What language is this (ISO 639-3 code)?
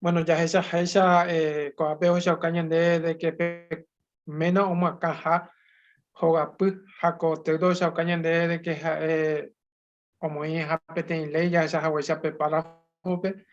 grn